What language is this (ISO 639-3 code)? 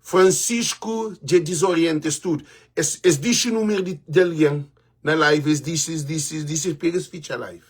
kea